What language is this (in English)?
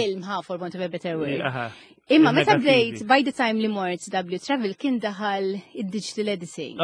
Maltese